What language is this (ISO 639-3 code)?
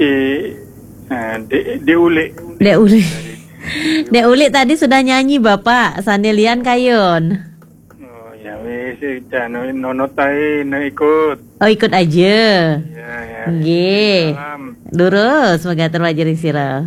ban